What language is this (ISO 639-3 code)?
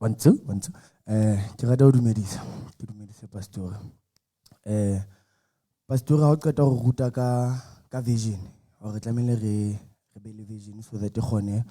sot